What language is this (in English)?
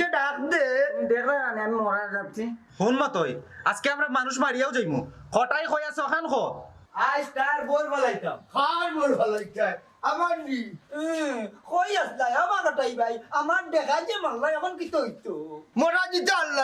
Sylheti